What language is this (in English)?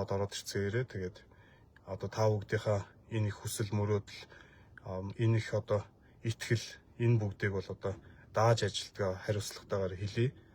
Mongolian